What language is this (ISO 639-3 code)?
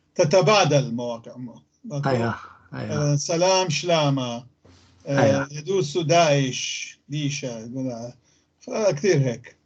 apc